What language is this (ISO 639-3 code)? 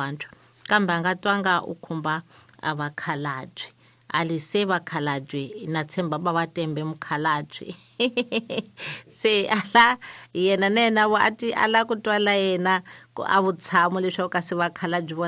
tso